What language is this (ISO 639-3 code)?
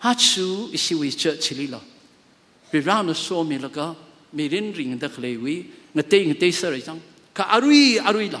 nmf